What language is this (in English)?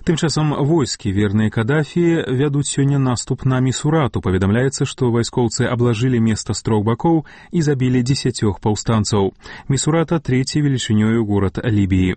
Belarusian